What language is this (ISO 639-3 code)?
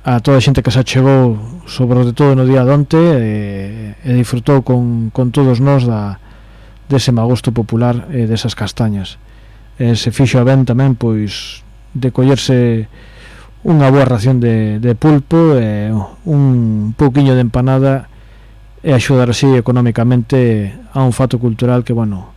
glg